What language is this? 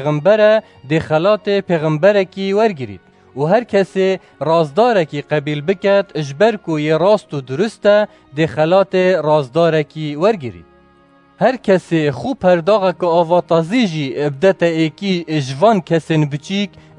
Kurdish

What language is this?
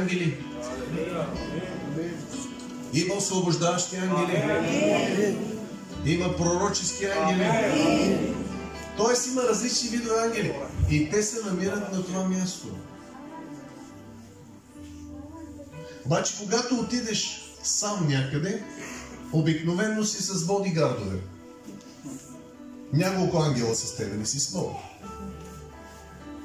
Bulgarian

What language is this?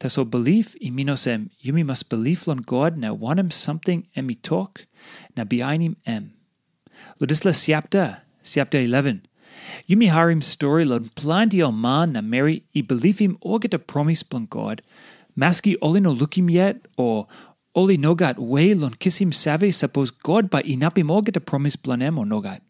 Tok Pisin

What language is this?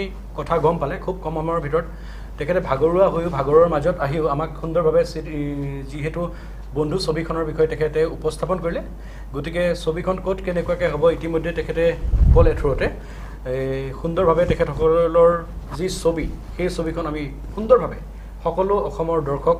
Assamese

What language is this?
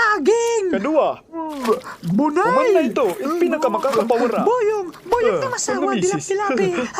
Waray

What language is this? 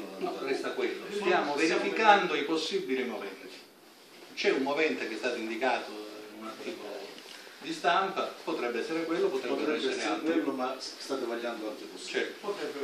Italian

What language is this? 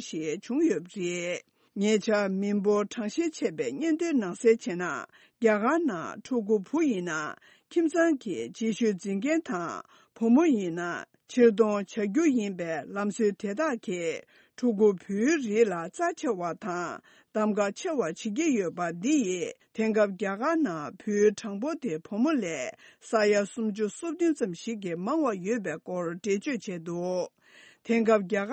Tibetan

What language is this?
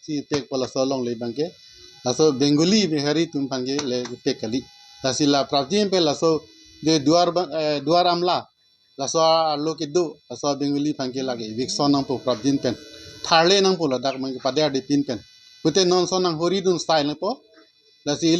Karbi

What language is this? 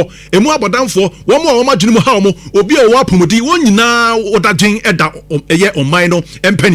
Akan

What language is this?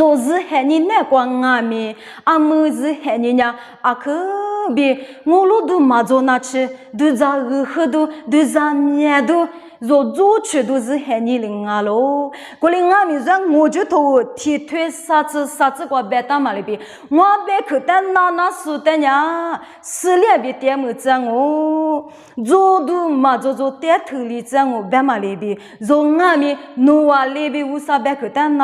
Lisu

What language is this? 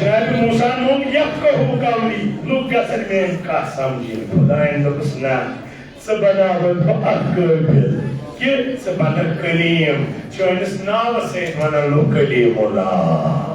Kashmiri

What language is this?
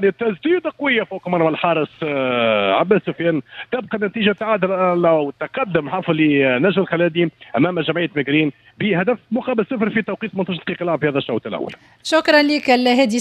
Tunisian Arabic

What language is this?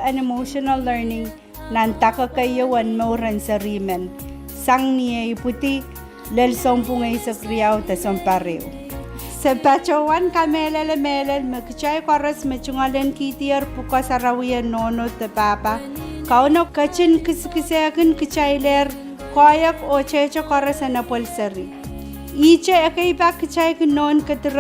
Pohnpeian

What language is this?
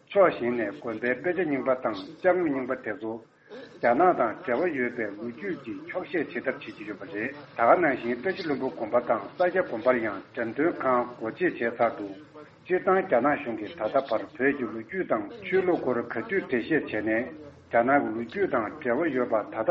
Tibetan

